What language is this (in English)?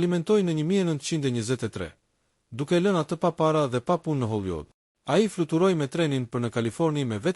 Albanian